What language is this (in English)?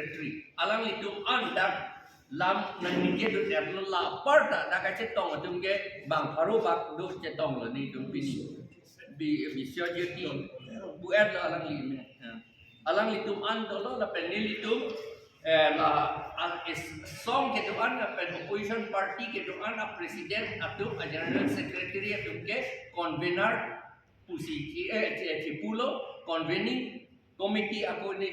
Karbi